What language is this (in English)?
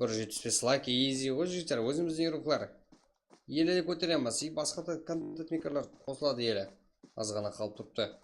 Kara-Kalpak